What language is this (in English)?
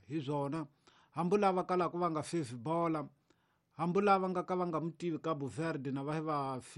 Tsonga